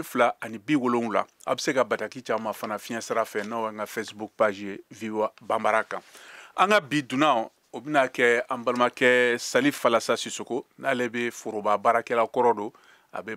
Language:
Bambara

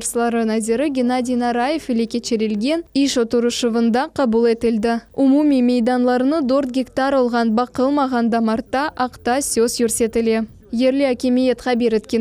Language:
Crimean Tatar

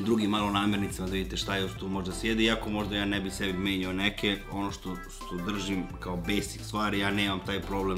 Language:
Serbian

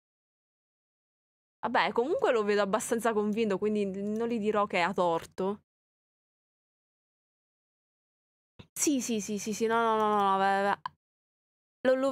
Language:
Italian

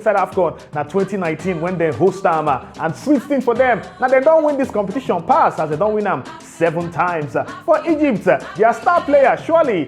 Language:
Nigerian Pidgin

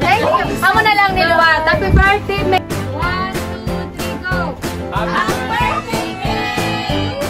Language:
Hiligaynon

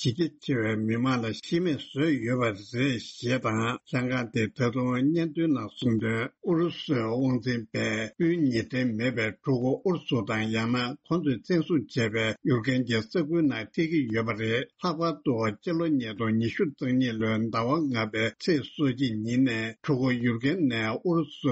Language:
Tibetan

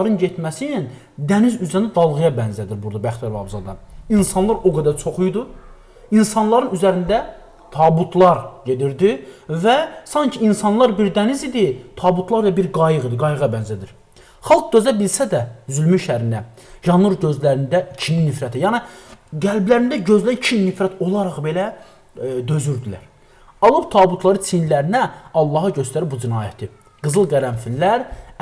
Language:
Azerbaijani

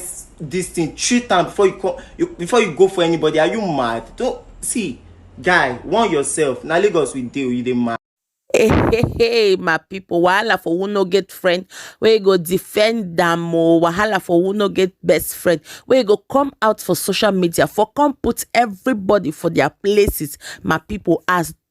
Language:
Nigerian Pidgin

